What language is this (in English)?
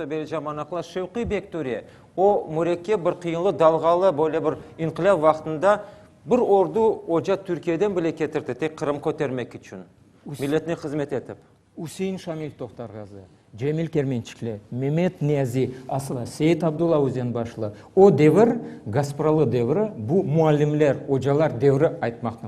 Crimean Tatar